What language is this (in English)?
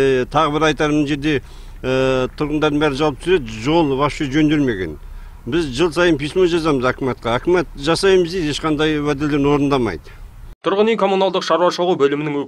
Kazakh